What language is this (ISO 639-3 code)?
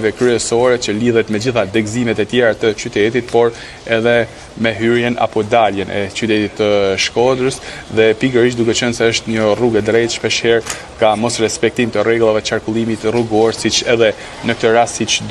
sqi